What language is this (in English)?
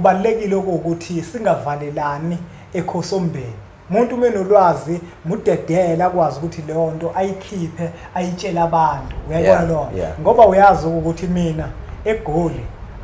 Zulu